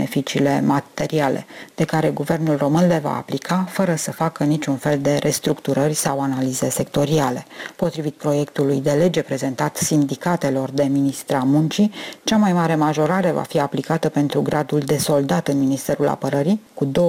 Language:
Romanian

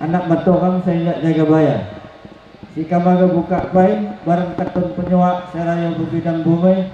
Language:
Lampung Api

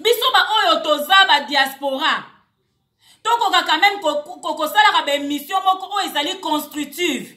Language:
Lingala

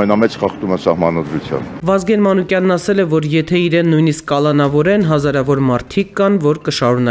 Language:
Armenian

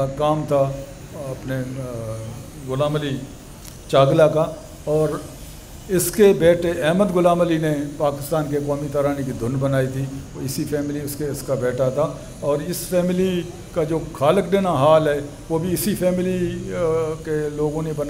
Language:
Urdu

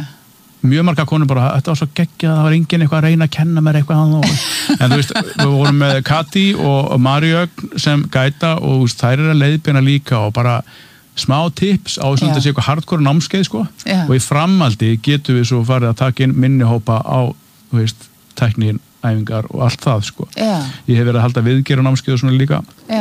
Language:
Icelandic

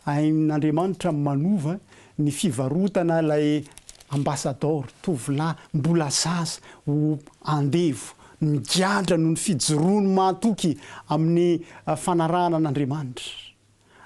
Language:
Malagasy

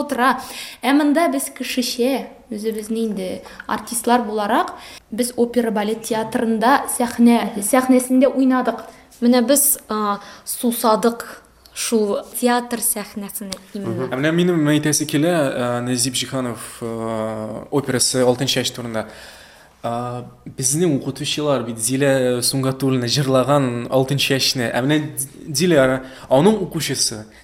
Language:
Tatar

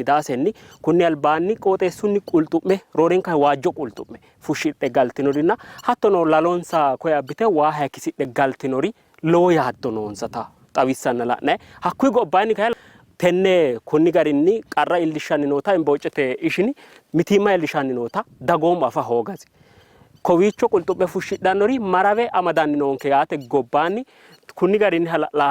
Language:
Sidamo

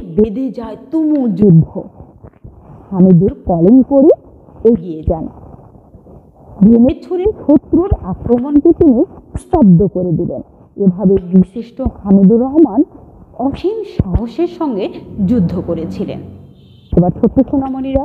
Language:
Bangla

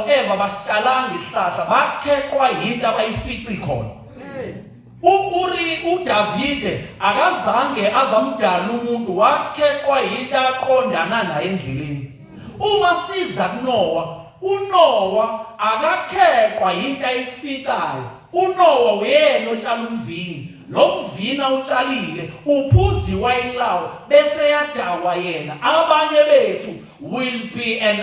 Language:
Zulu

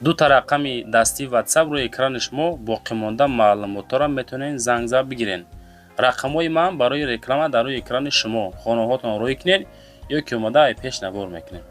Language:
Tajik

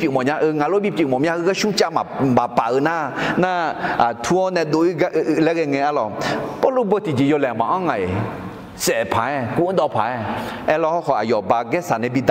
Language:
Akha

